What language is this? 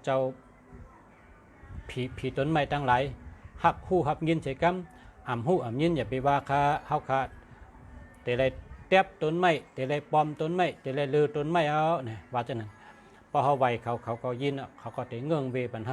Shan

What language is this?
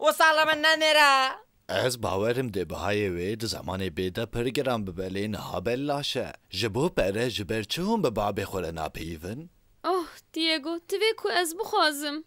Kurdish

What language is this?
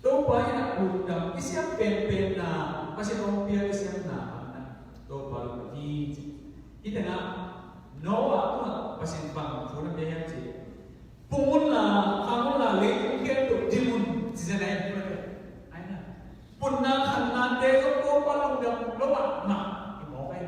Tedim Chin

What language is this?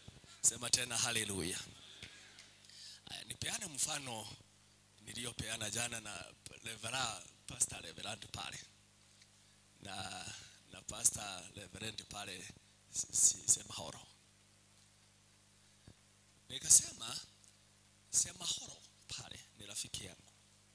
Swahili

